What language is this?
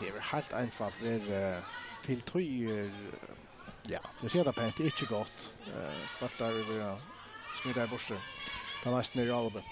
Faroese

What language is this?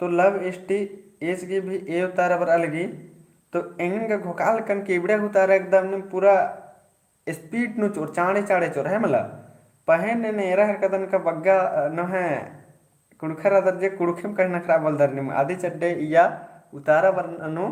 Kurukh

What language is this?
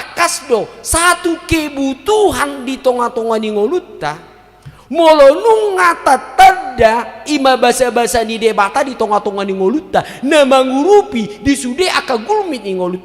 Batak Toba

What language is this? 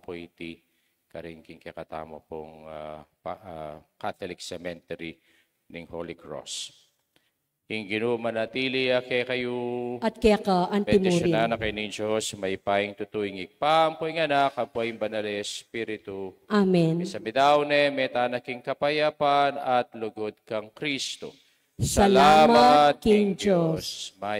Pampanga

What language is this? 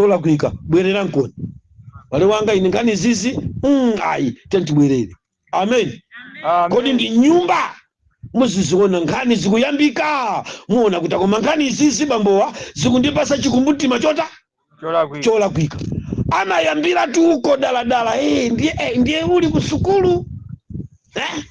Nyanja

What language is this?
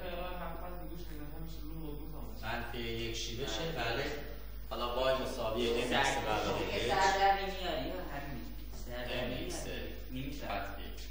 Persian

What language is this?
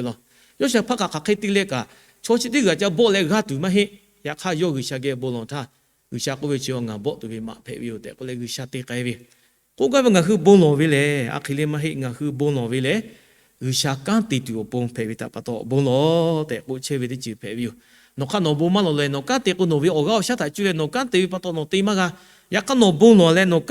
Lahu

